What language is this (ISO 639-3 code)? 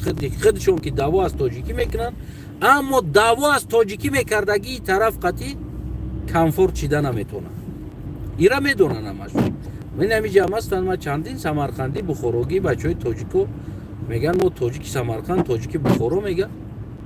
tgk